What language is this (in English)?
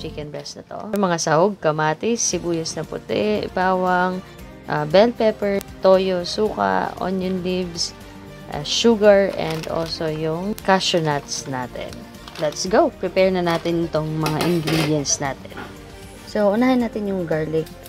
Filipino